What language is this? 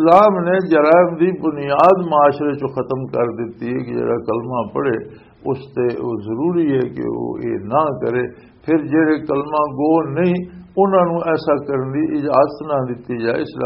Western Panjabi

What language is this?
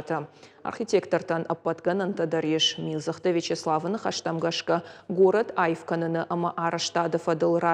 Ossetic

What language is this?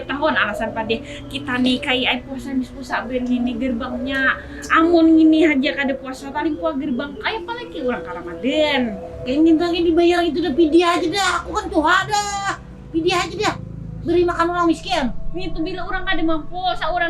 Banjar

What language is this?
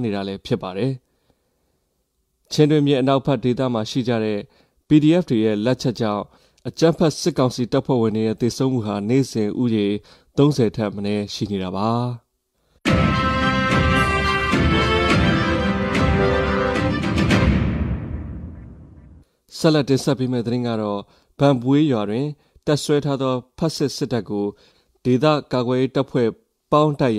Burmese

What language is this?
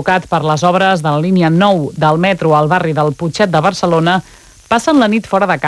Catalan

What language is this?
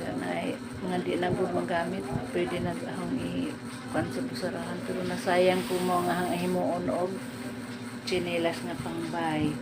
Cebuano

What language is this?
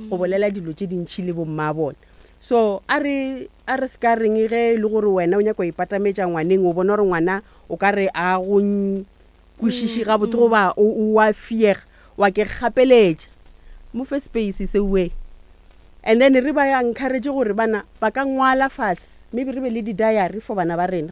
Northern Sotho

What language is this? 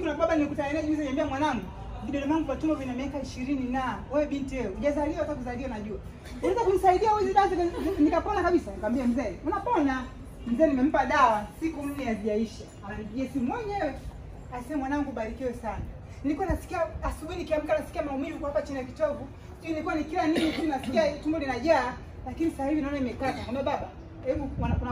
Swahili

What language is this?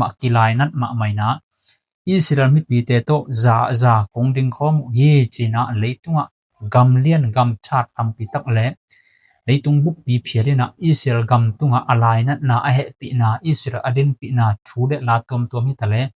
Tedim Chin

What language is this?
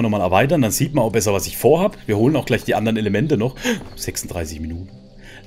German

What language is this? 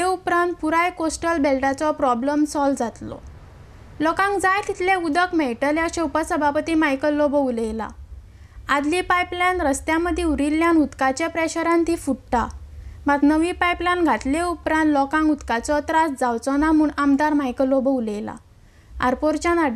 Konkani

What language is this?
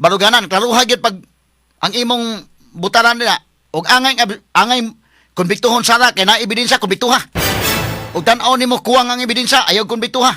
Cebuano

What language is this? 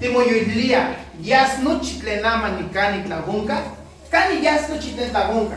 Nahuatl languages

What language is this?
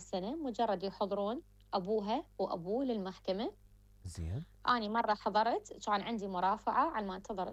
Mesopotamian Arabic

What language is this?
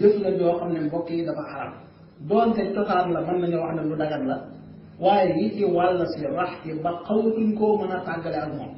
Wolof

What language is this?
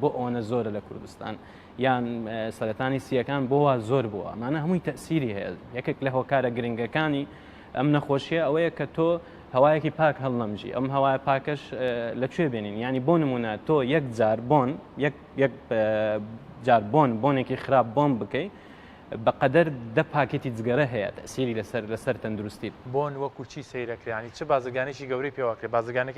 Central Kurdish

